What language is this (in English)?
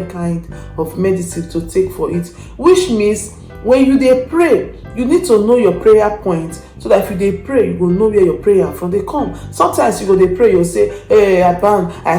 Nigerian Pidgin